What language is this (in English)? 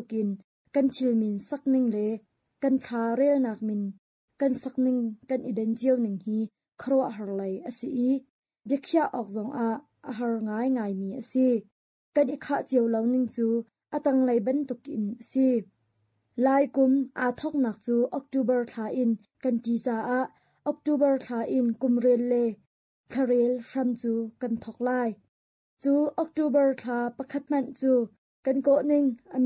Hakha Chin